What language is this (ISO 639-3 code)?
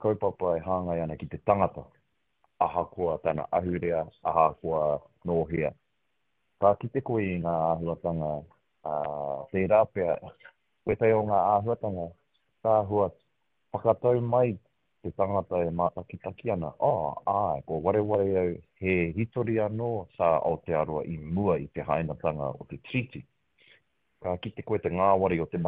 mri